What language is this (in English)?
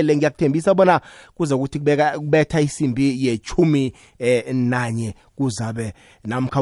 South Ndebele